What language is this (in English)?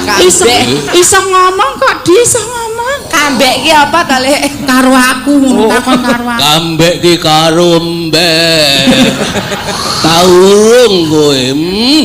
Javanese